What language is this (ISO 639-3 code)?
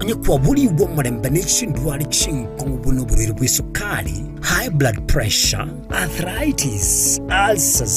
guz